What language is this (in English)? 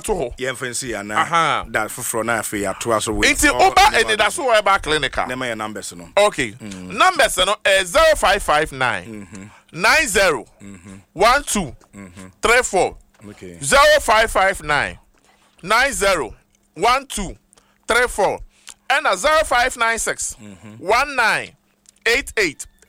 Akan